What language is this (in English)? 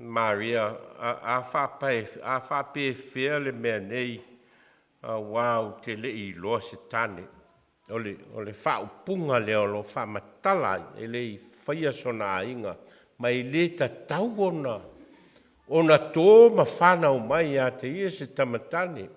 Samoan